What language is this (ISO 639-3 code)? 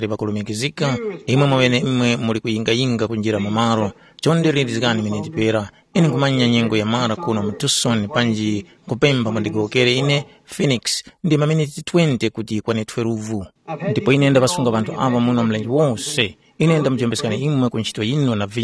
tum